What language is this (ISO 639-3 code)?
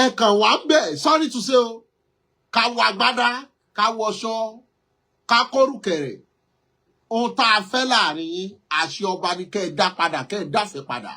yor